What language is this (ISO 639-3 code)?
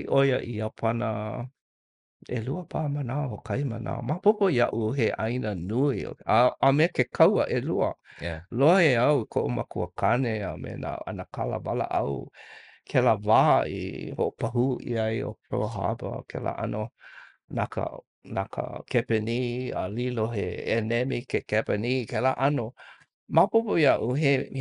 haw